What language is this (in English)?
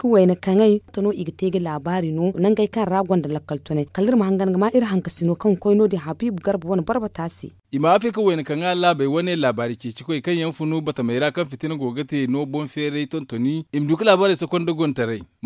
Zarma